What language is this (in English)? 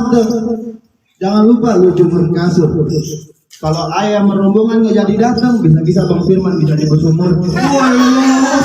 Betawi